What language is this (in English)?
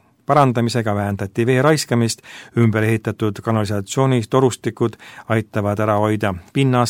Estonian